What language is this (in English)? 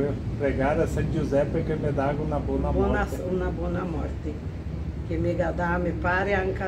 Venetian